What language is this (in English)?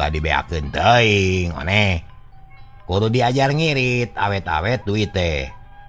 Sundanese